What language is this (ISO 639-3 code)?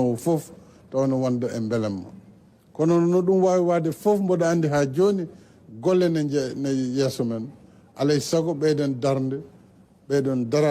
ful